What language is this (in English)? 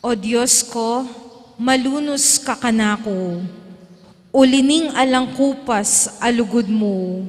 Pampanga